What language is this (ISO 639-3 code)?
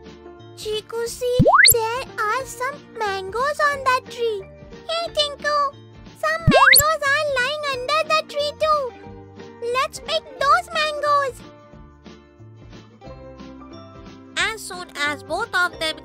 eng